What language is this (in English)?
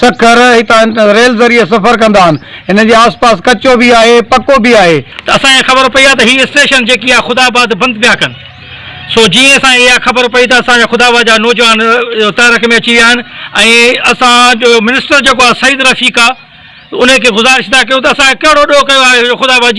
Sindhi